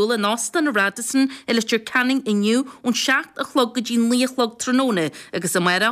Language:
Irish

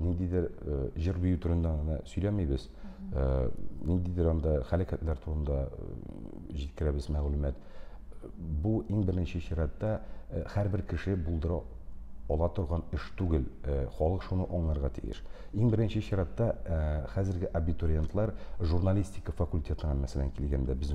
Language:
Tatar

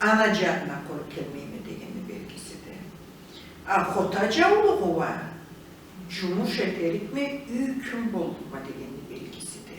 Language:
Karachay-Balkar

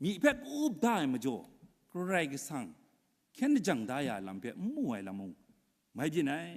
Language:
Kachin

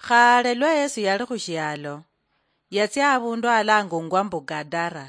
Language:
Luyia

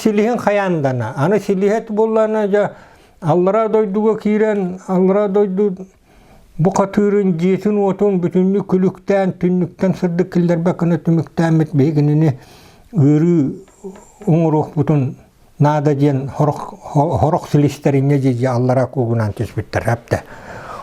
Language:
Yakut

